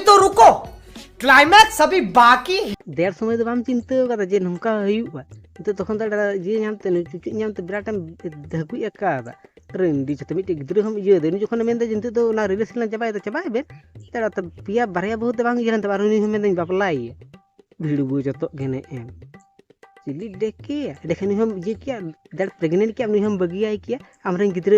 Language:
Santali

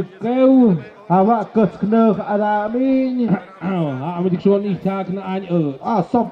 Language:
Tlahuitoltepec Mixe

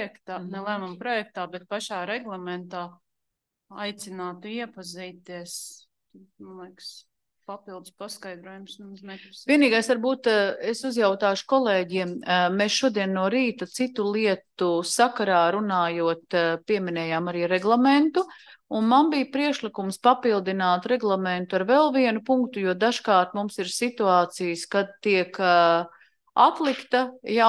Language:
Latvian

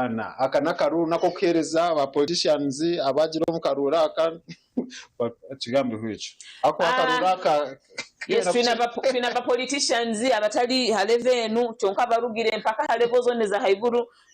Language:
Nyankole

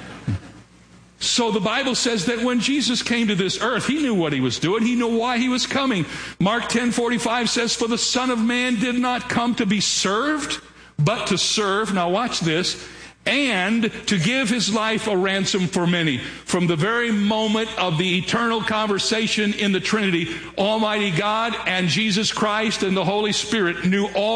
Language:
English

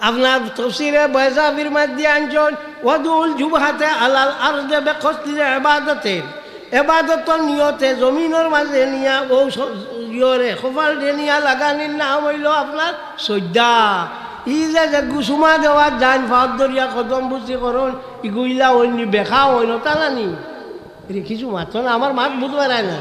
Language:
Sylheti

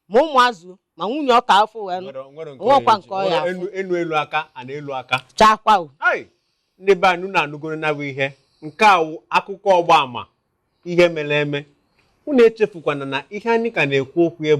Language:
Igbo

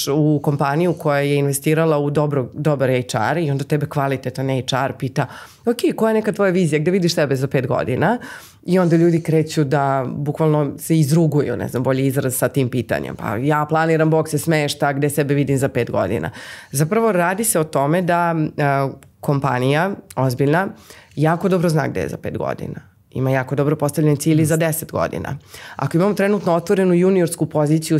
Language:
Serbian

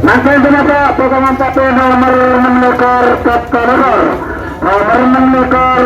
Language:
Madurese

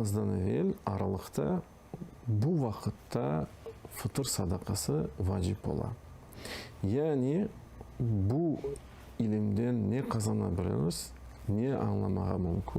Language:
Crimean Tatar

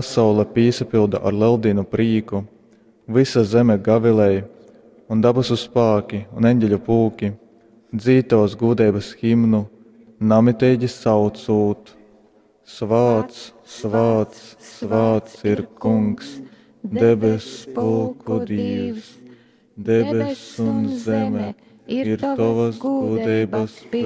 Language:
Latgalian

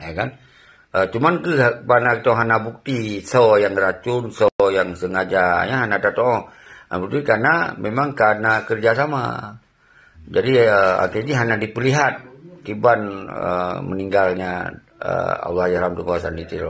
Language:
Achinese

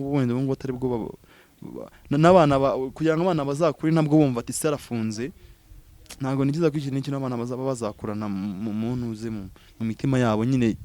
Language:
Kinyarwanda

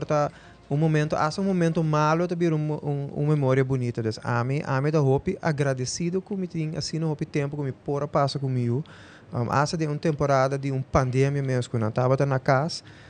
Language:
Papiamento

